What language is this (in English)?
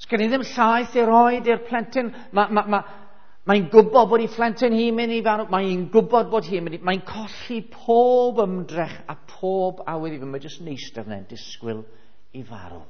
Welsh